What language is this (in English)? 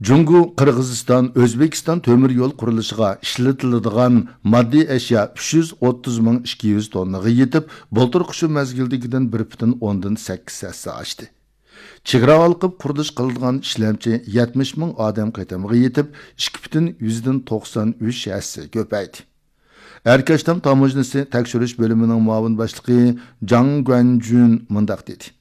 Uyghur